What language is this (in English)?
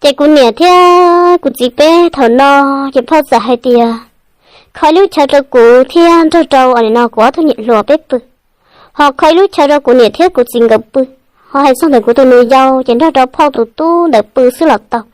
Hmong